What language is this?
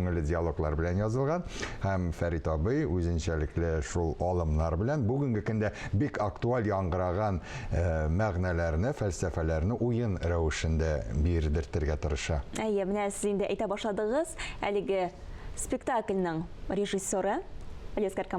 Tatar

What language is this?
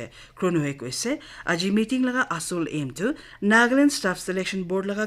Naga Pidgin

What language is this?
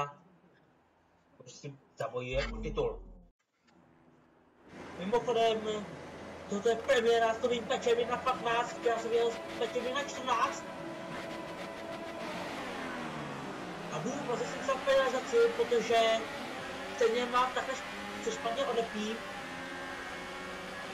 Czech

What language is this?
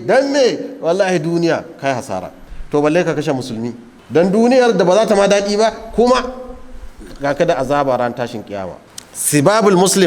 Hausa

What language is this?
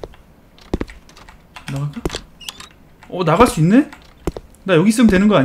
Korean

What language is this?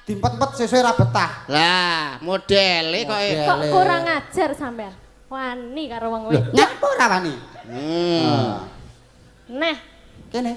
Javanese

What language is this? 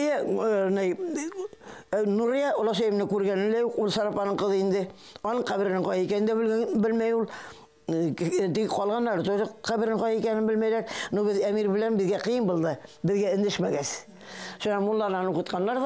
Bashkir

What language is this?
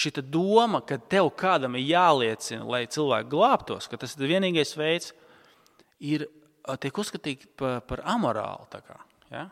Latvian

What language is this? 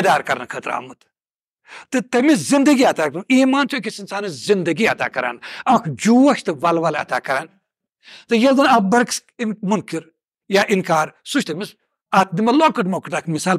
Kashmiri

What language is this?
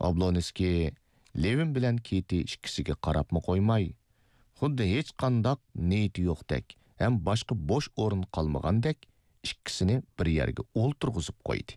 Uyghur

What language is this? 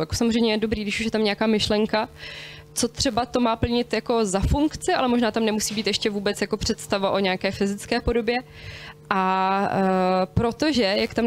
Czech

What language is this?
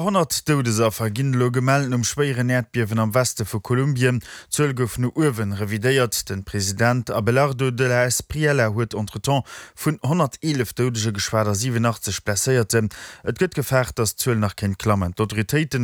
Luxembourgish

